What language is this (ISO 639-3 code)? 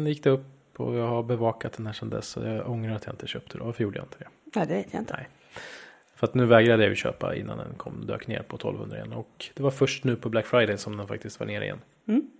swe